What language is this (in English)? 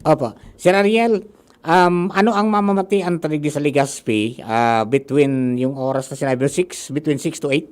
Bikol